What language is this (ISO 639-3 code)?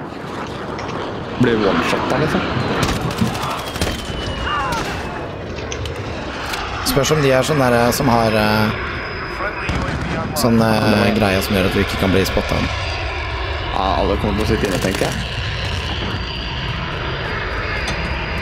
nor